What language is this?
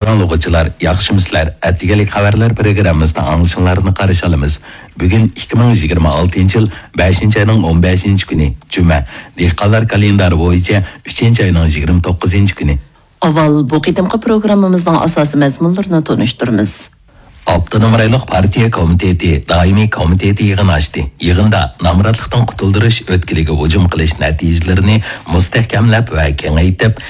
Uyghur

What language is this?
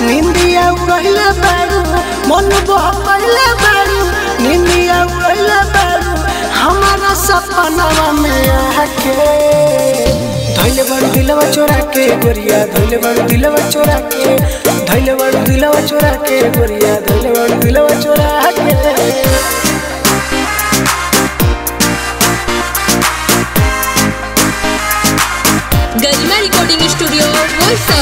Bhojpuri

